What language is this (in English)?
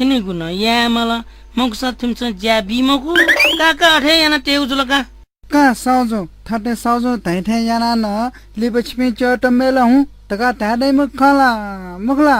Newari